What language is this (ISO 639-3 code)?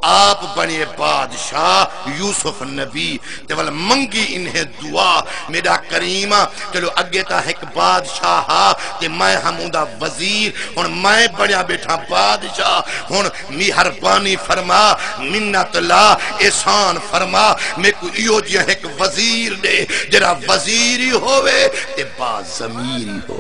skr